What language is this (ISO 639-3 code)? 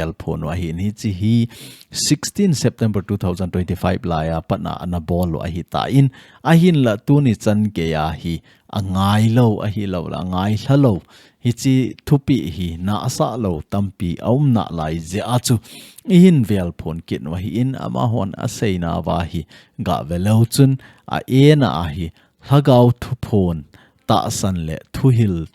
tcz